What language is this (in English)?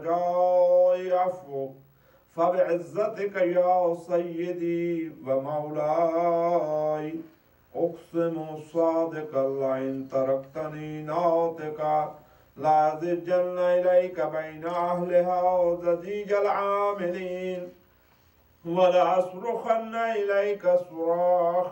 Arabic